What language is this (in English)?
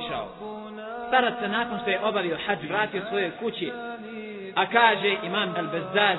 Bosnian